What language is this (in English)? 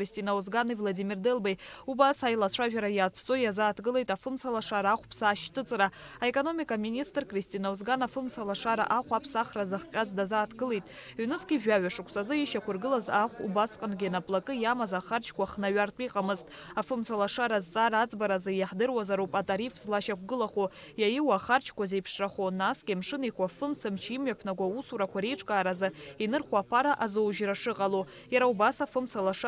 Abkhazian